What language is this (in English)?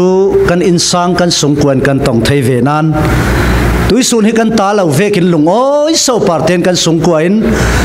Falam Chin